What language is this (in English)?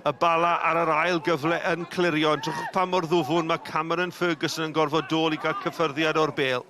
Welsh